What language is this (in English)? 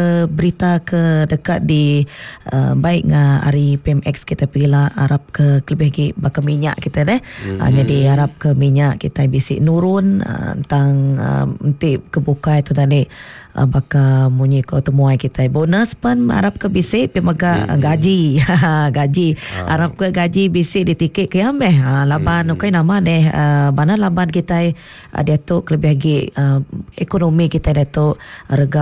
Iban